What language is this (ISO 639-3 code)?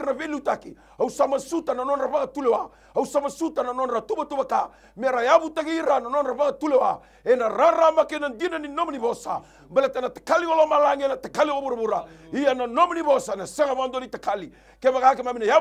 fij